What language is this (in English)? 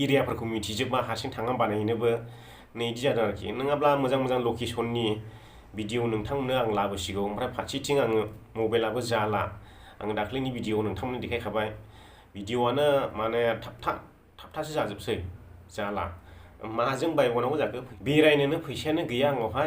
Bodo